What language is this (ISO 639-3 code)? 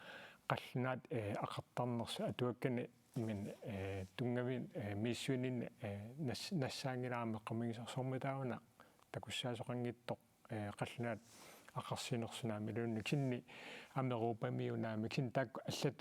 kal